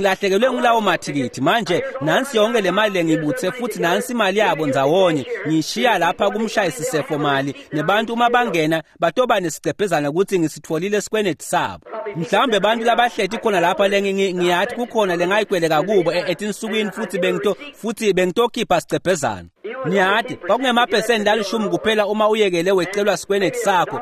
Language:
Swati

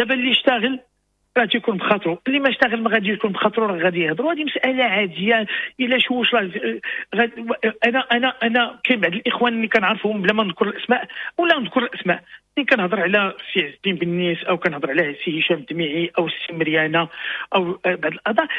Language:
Moroccan Arabic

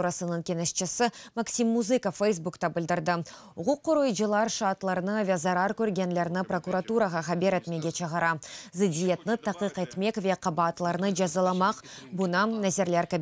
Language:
Crimean Tatar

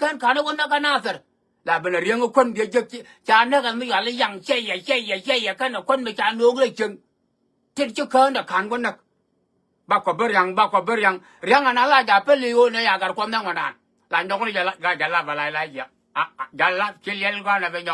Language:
Nuer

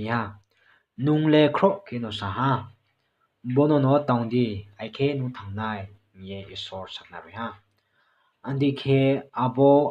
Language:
Riang (India)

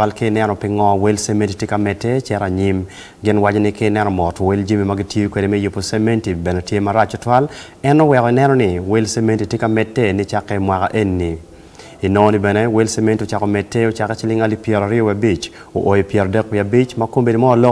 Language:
Acoli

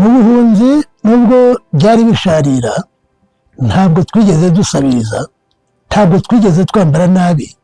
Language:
Kinyarwanda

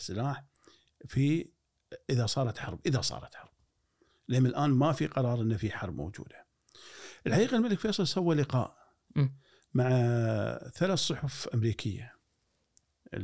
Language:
Gulf Arabic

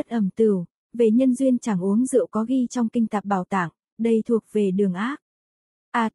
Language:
Vietnamese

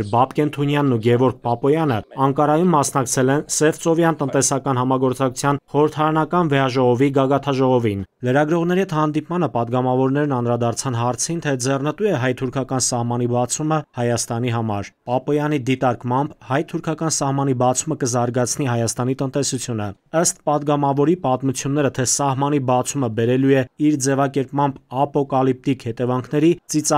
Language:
Armenian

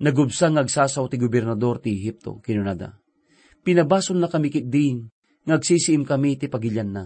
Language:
Iloko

